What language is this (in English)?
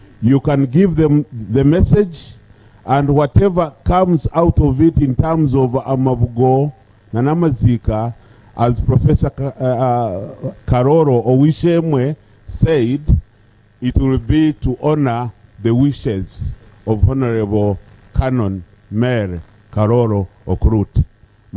Nyankole